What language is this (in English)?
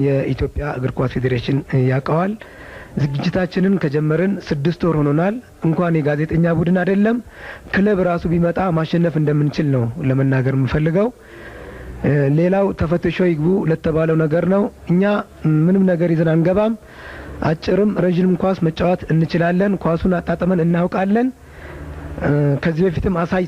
Amharic